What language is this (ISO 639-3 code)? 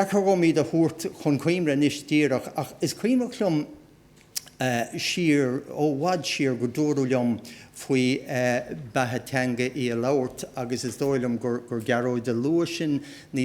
gle